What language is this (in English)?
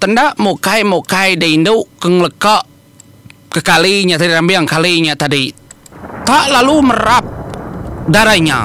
Iban